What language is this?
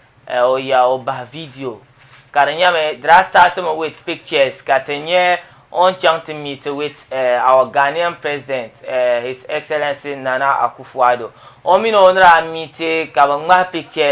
Dagbani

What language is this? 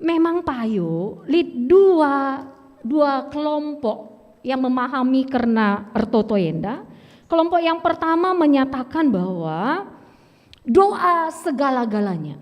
Batak Karo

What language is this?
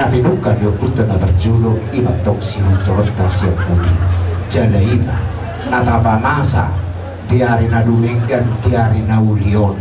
Batak Toba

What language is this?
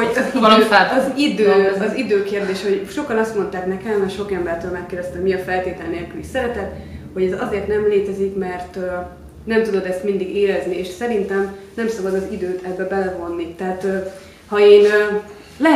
Hungarian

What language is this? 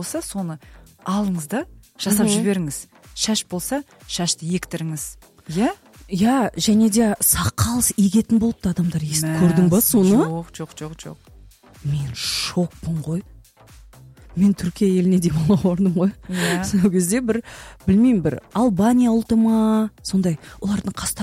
Kazakh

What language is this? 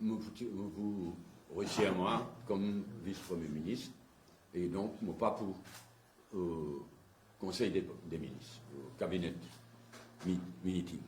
Morisyen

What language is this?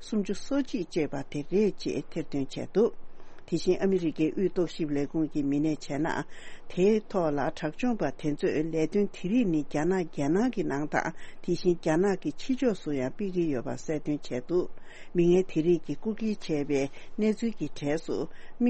Tibetan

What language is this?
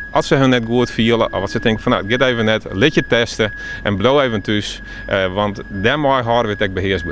Western Frisian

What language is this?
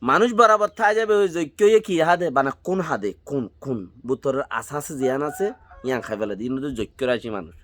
Rohingya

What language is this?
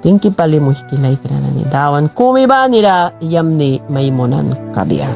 Mískito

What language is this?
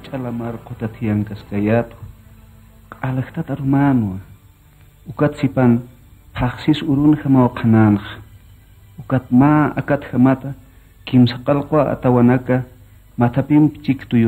Aymara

